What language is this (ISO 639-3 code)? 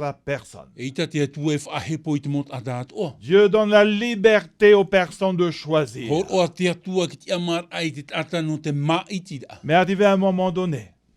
tah